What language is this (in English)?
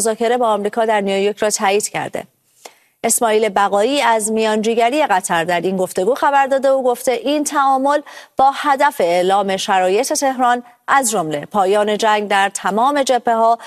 Persian